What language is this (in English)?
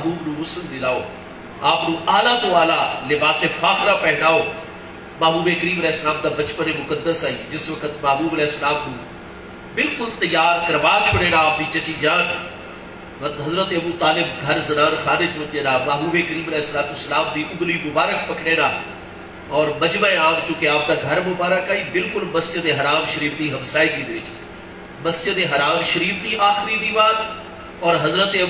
Saraiki